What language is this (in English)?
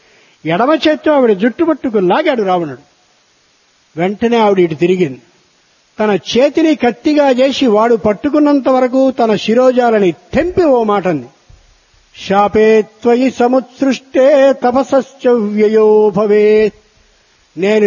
Telugu